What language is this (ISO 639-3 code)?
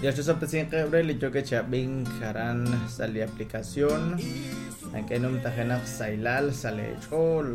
kek